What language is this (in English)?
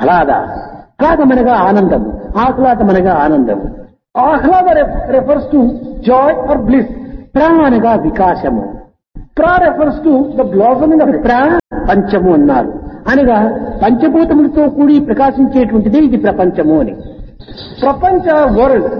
Telugu